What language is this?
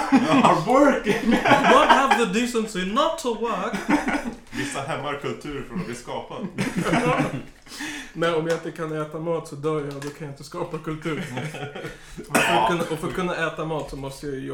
Swedish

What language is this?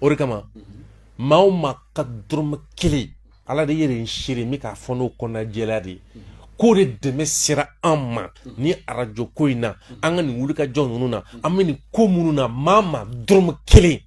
Bambara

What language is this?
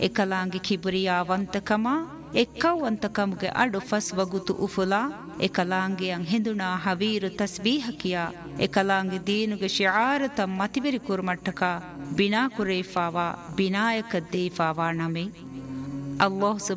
Divehi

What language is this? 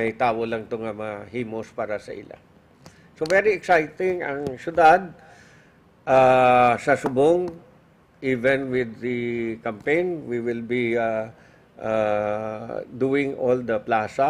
Hiligaynon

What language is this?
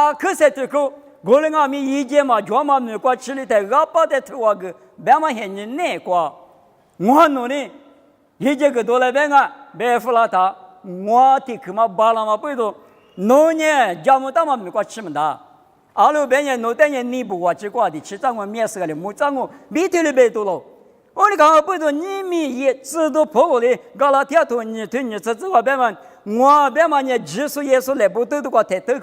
Lisu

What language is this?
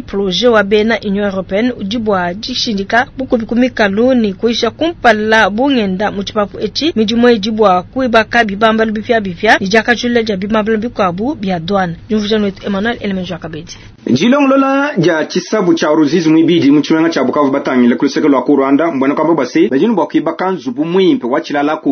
Luba-Lulua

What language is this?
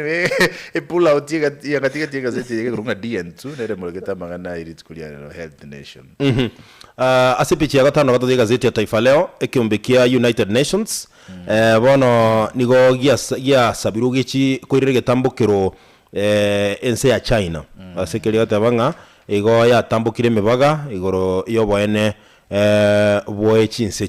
Gusii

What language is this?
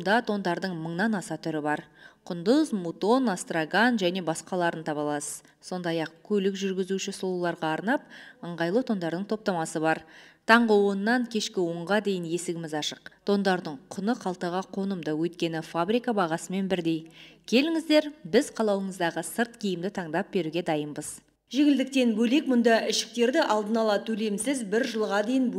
Kazakh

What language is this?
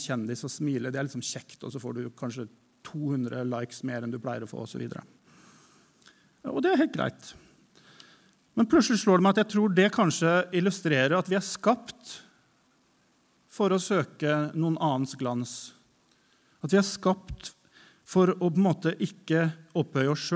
Norwegian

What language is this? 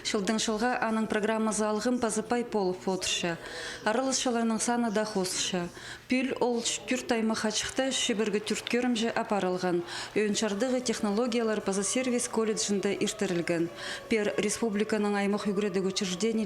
Khakas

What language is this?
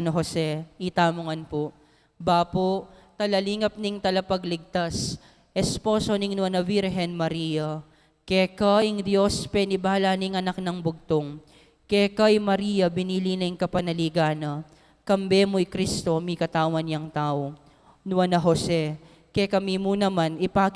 Pampanga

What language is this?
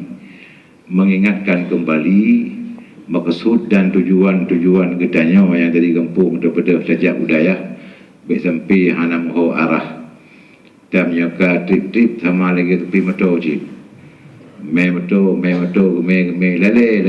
Achinese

